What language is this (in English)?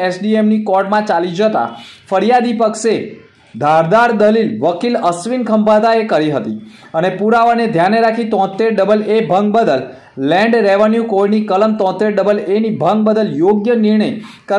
Gujarati